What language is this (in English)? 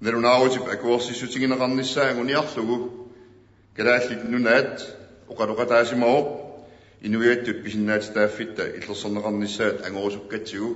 Kalaallisut